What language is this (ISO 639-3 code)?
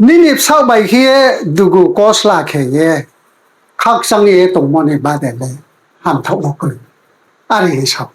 ria